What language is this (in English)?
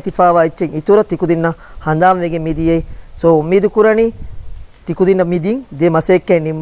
Divehi